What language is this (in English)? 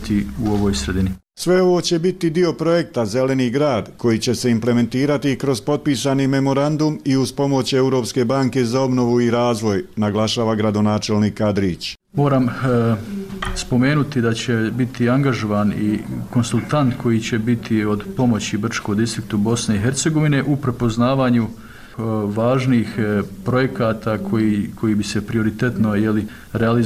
Bosnian